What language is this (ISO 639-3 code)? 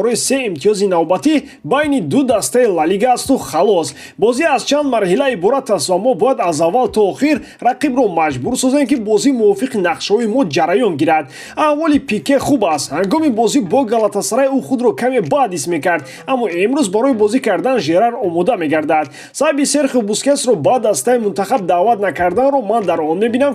tgk